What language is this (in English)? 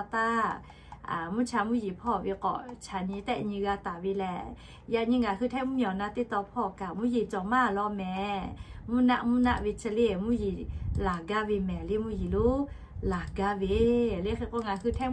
Lahu